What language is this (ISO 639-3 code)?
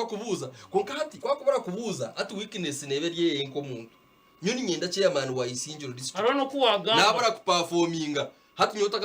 nyn